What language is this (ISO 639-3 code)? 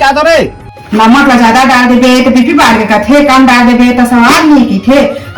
hne